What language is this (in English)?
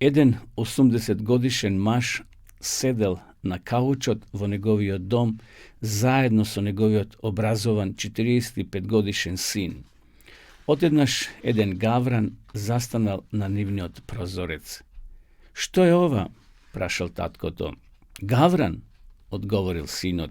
Macedonian